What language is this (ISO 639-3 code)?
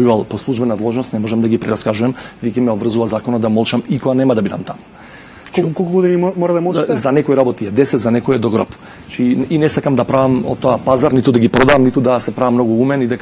mkd